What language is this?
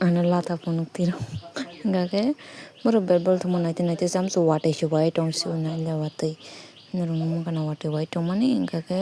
Kok Borok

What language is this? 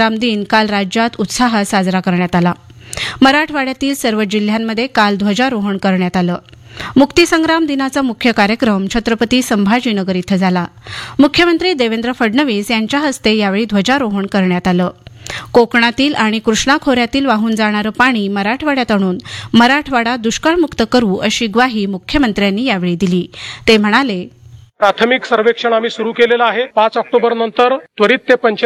Marathi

